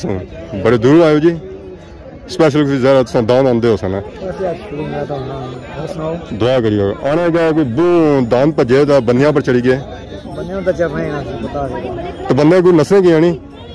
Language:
Pahari-Potwari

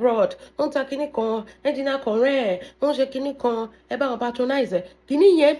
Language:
Yoruba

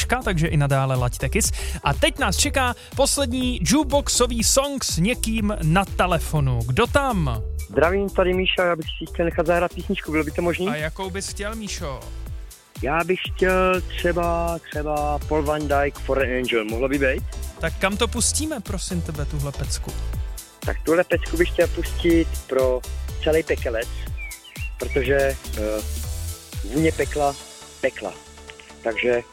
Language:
Czech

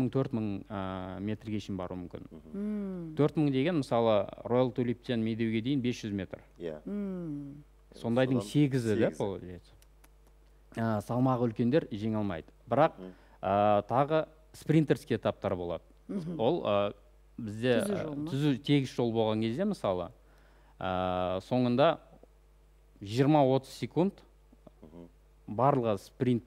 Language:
Kazakh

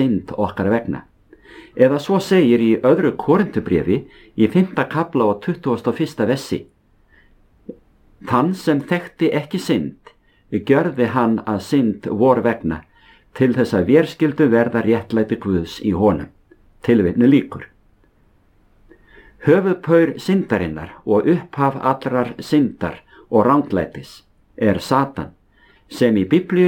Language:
Icelandic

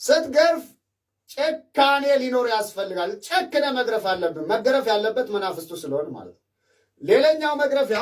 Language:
Amharic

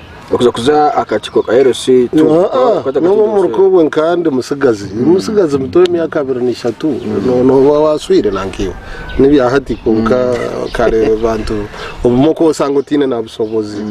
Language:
Nyankole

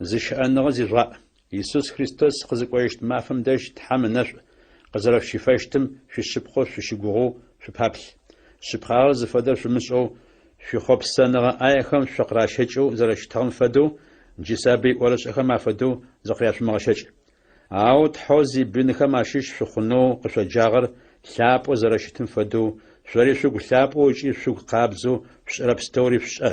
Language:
Adyghe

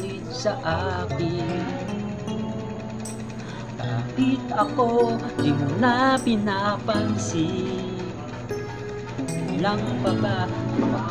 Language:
Filipino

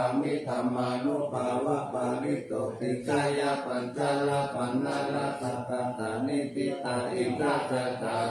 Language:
Pali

